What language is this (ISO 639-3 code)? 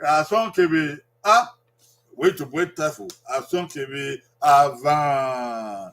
bin